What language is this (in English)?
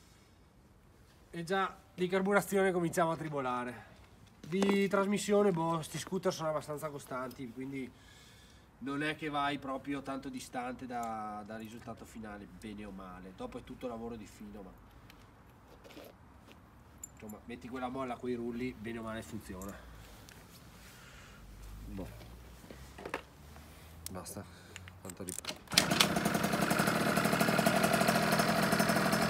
Italian